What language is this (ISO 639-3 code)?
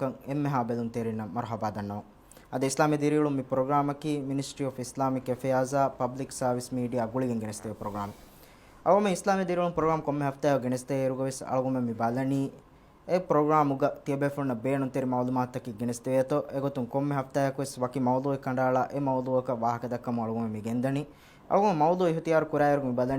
div